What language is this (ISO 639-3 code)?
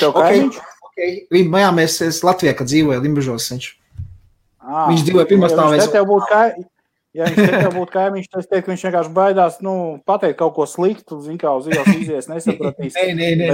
lav